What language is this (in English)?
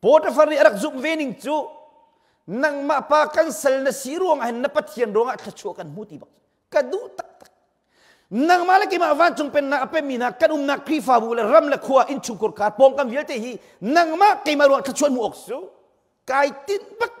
Hakha Chin